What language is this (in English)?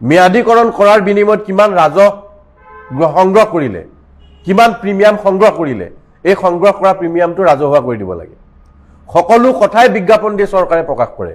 Assamese